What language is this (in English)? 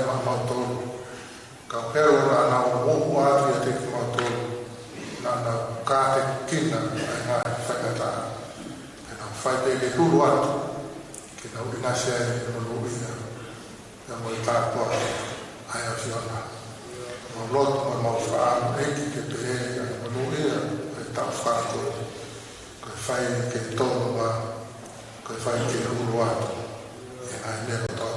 Tongan